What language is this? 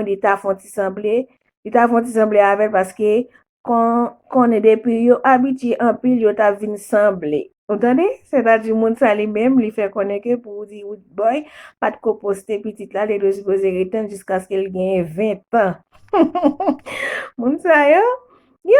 Haitian Creole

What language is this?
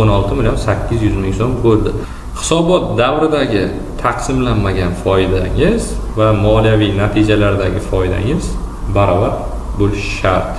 Uzbek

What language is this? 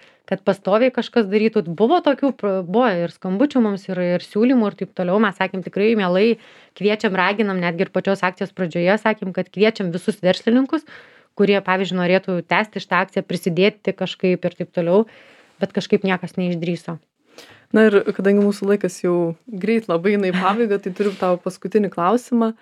Lithuanian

